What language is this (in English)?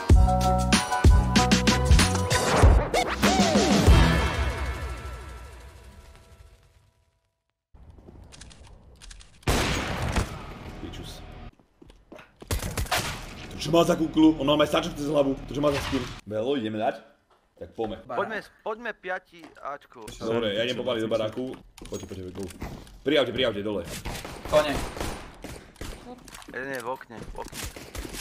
Slovak